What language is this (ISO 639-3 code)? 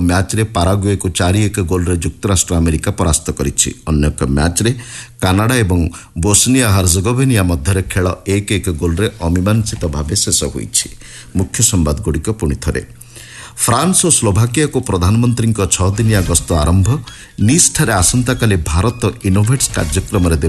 ori